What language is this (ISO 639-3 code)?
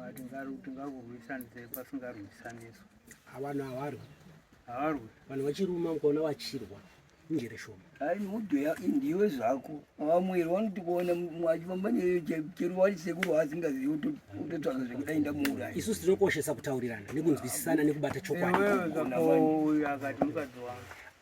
sna